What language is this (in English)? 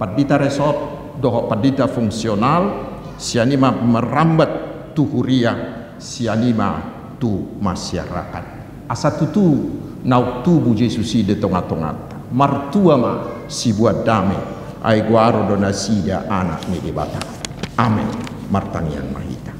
Batak Toba